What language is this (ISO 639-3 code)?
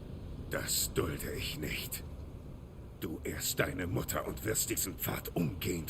bar